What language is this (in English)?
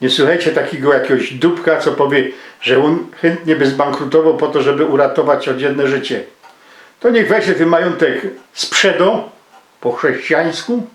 Silesian